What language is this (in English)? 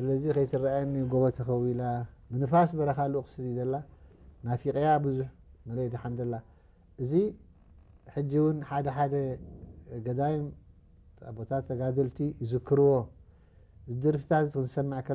Tigrinya